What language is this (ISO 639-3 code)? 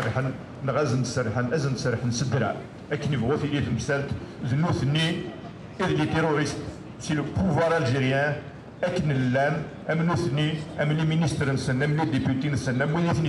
kab